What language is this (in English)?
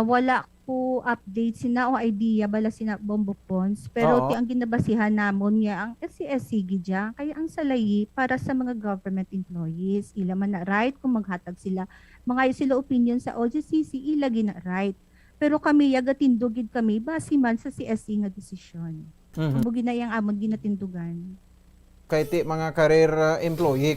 Hiligaynon